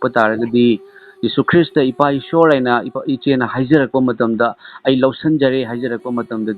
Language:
Manipuri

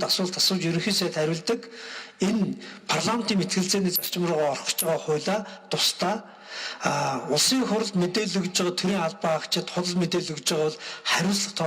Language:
Mongolian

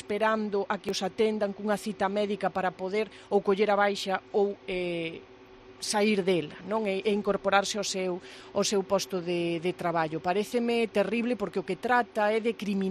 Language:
Galician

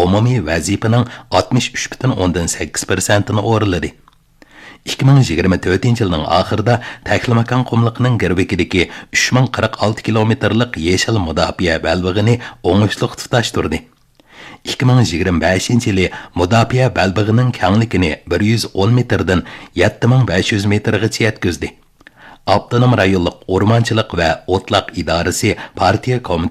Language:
Uyghur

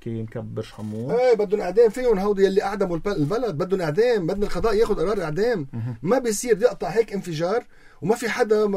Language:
North Levantine Arabic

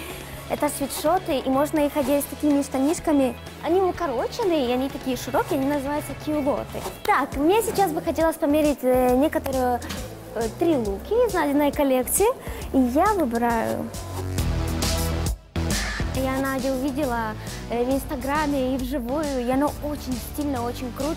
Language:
Russian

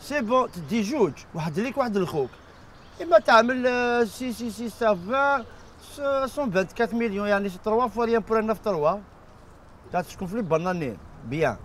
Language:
Algerian Arabic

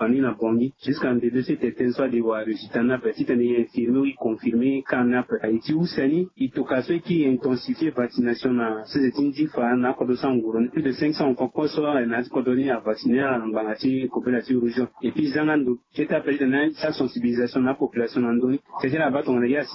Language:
Sango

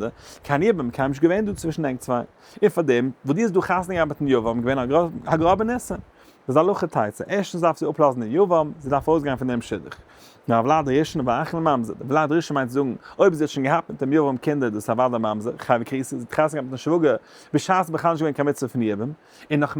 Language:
Yiddish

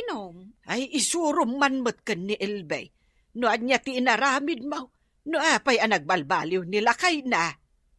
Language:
Iloko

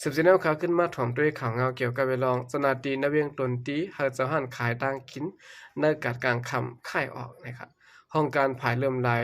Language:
Shan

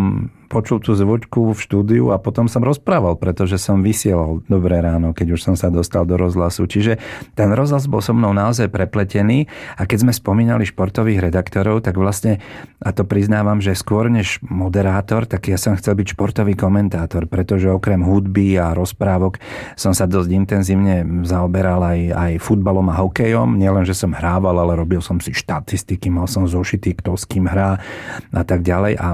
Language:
Slovak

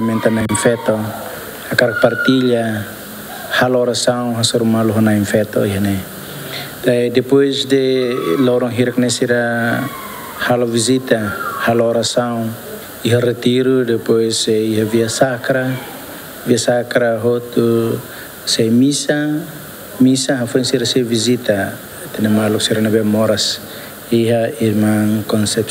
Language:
Tetum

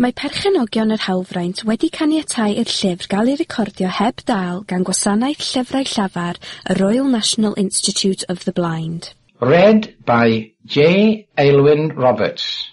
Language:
Welsh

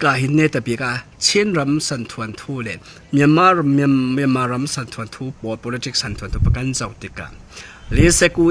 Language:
Falam Chin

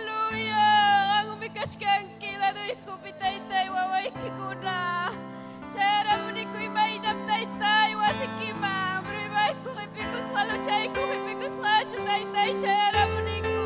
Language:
Ayacucho Quechua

